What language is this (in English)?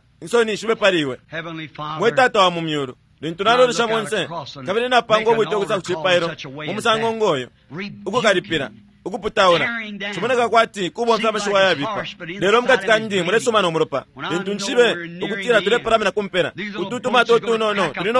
Bemba